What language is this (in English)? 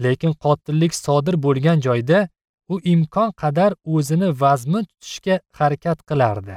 Uzbek